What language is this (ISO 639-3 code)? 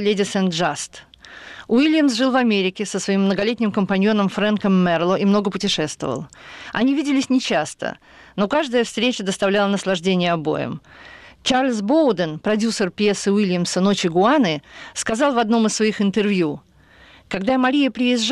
rus